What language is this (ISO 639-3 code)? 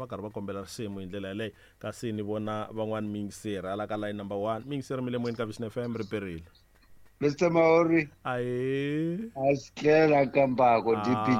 tso